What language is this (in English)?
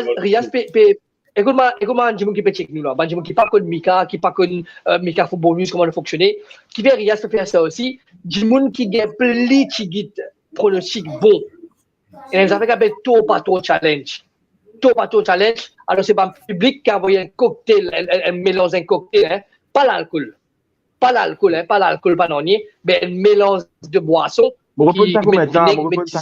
Morisyen